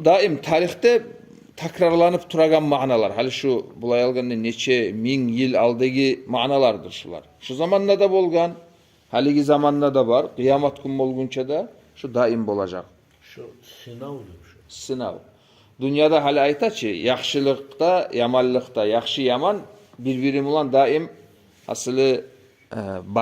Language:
Kumyk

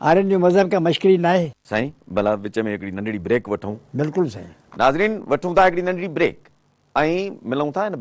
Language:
Sindhi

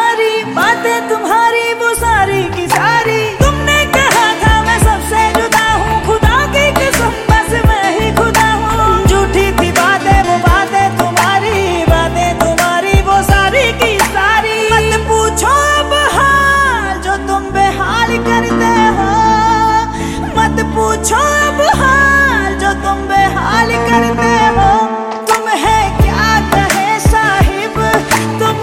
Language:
Hindi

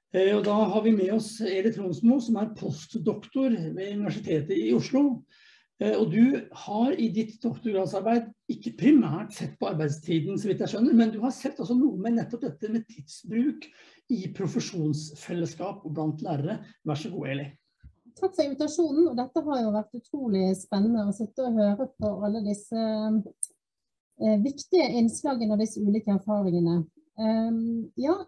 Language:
Norwegian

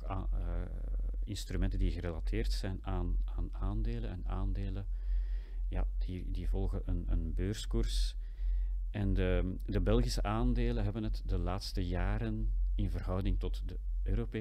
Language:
Dutch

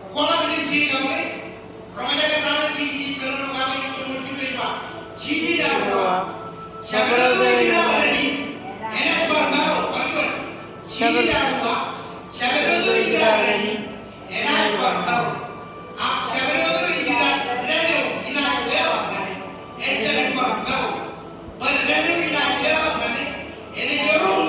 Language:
Marshallese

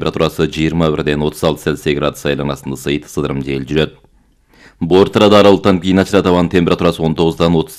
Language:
Kyrgyz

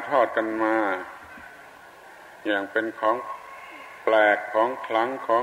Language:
Thai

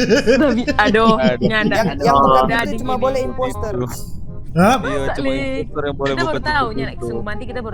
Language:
Manado Malay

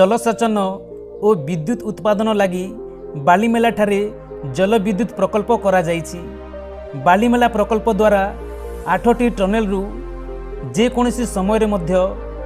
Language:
Odia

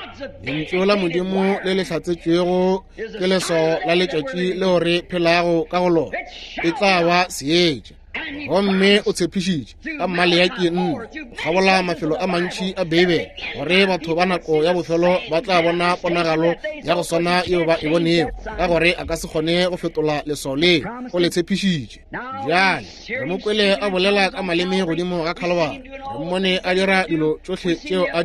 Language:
Northern Sotho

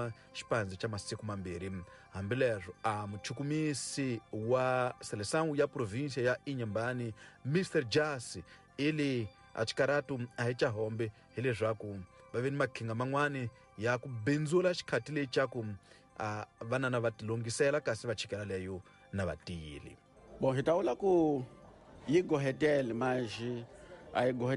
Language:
Tsonga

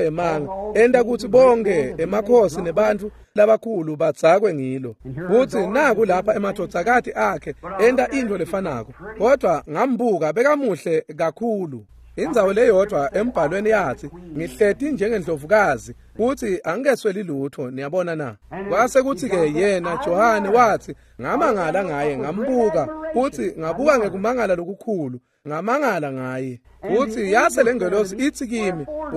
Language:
Swati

